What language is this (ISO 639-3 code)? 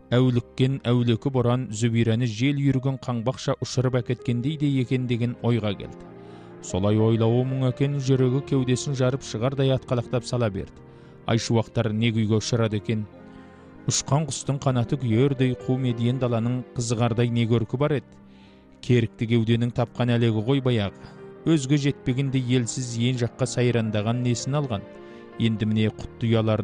kaz